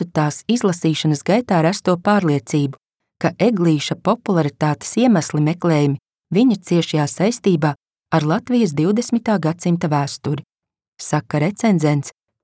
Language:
Latvian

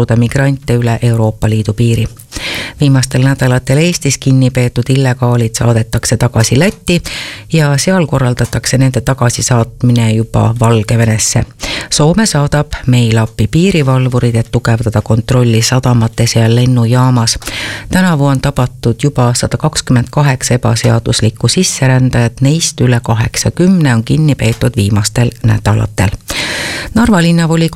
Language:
Estonian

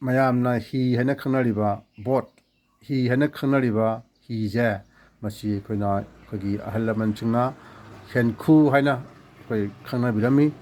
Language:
Manipuri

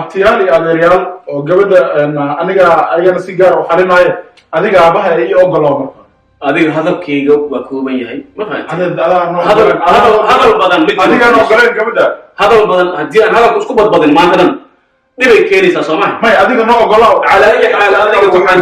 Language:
Somali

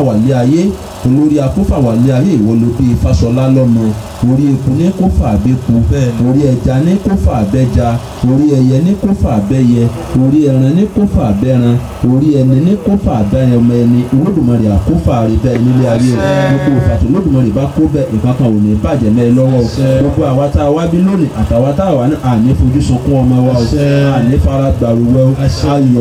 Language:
Yoruba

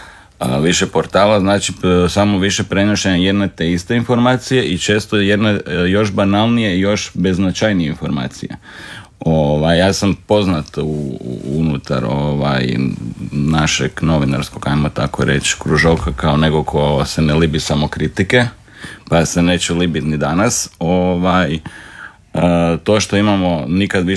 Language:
Croatian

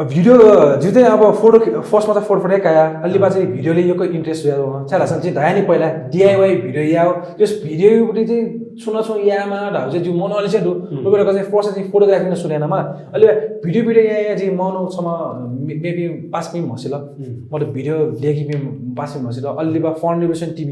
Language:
Newari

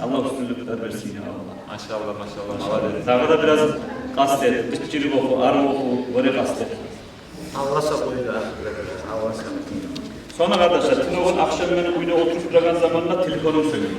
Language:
Kumyk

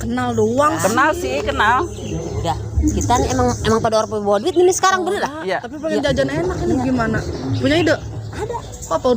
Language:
Betawi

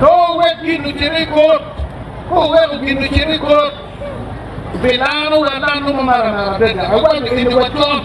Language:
Acoli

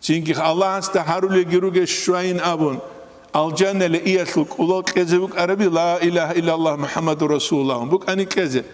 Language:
Avaric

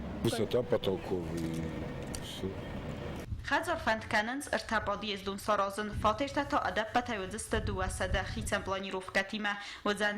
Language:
Ossetic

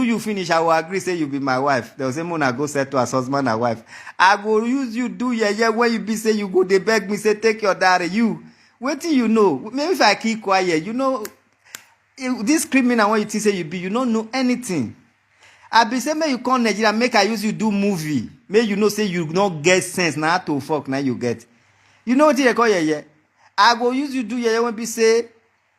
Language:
Nigerian Pidgin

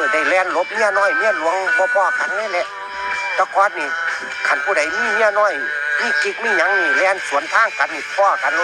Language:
Northeastern Thai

